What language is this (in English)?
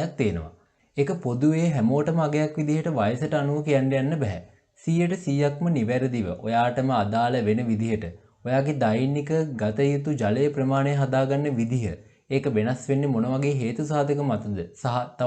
Sinhala